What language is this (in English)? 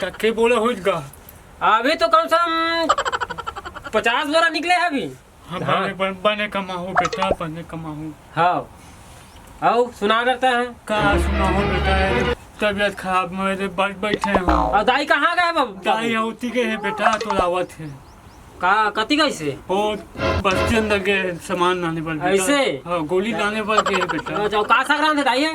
Chhattisgarhi